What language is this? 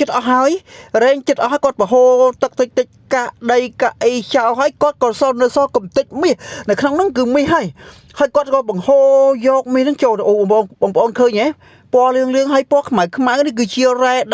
Khmer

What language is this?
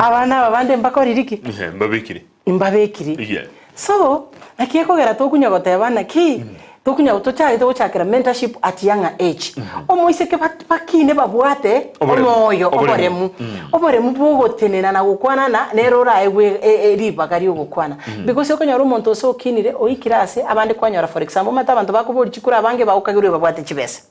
Gusii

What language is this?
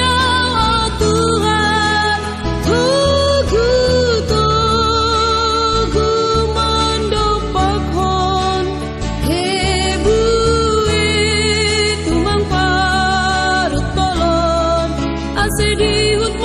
Batak Simalungun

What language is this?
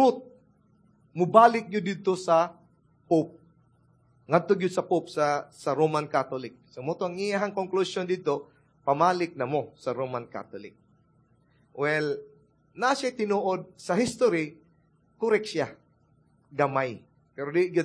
Cebuano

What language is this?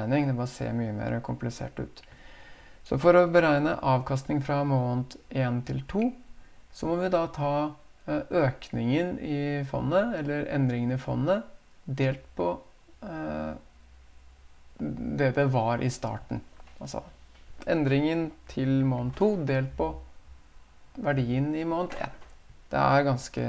Norwegian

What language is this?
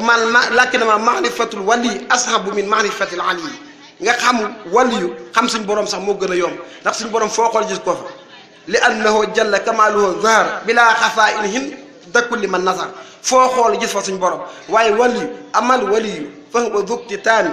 Wolof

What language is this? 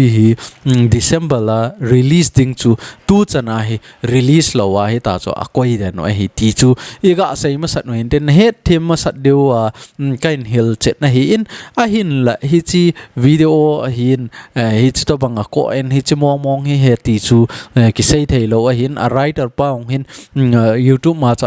Thado Chin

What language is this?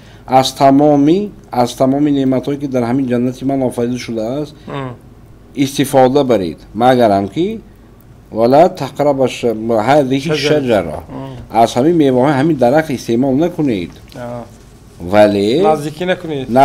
Tajik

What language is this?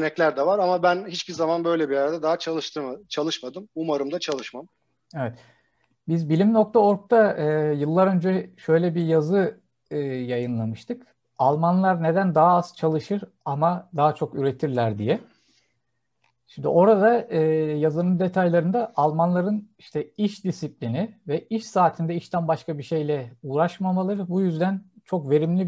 Turkish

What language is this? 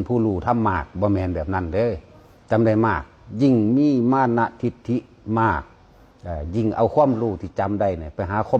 Northeastern Thai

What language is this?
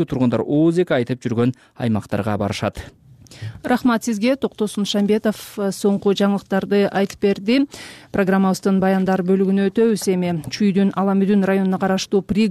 Kyrgyz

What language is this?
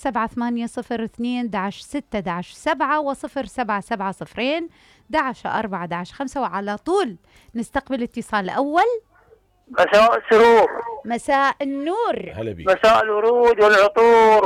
Mesopotamian Arabic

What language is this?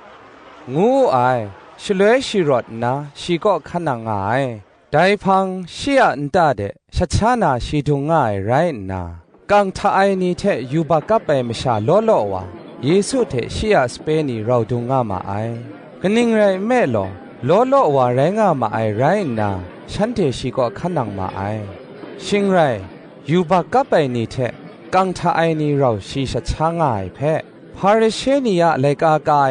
Kachin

